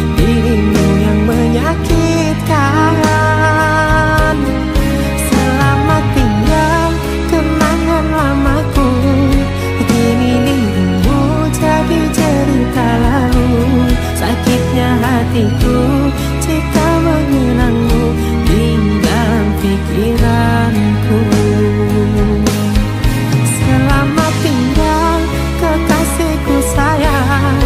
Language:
Indonesian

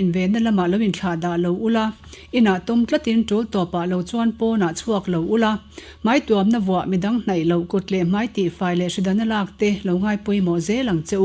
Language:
Mizo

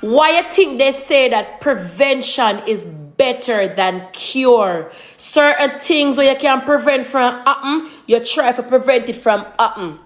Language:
Jamaican Creole English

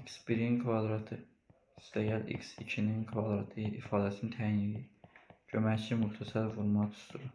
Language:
Azerbaijani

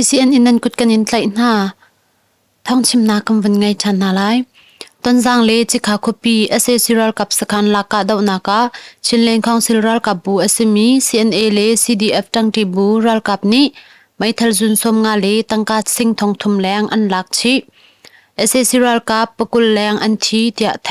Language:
Hakha Chin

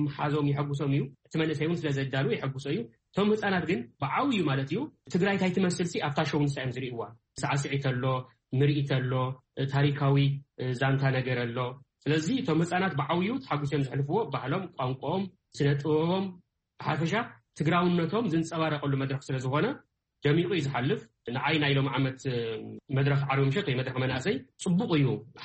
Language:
Tigrinya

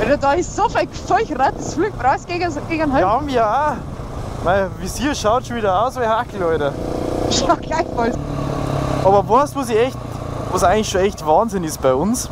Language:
Bavarian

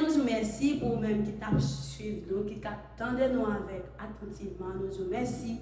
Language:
Haitian Creole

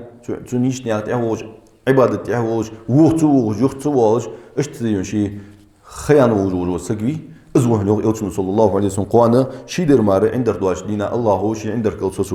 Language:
Ingush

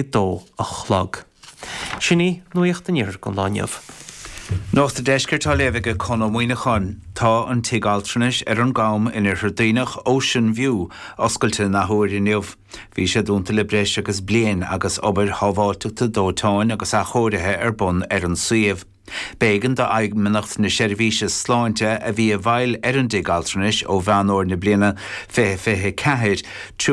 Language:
Irish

